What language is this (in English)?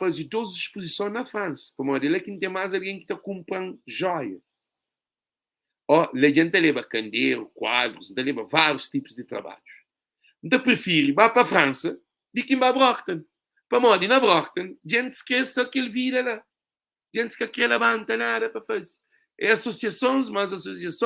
Kabuverdianu